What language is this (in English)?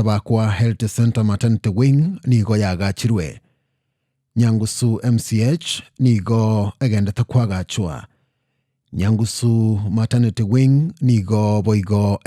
Gusii